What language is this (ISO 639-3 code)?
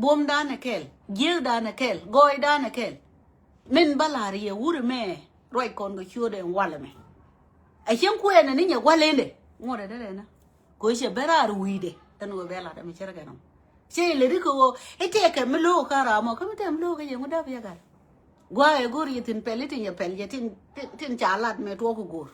nus